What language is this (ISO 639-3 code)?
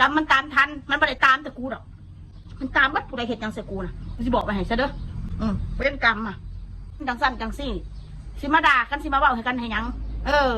tts